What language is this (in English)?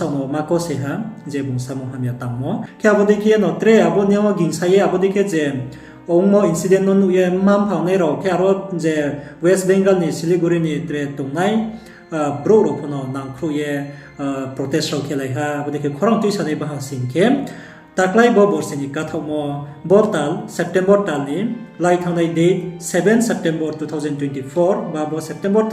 Riang (India)